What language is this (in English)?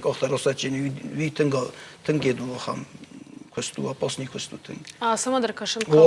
Ossetic